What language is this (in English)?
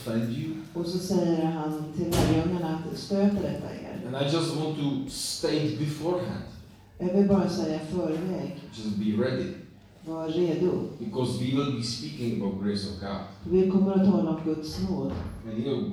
Swedish